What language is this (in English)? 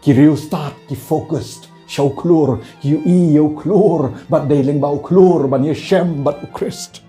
Khasi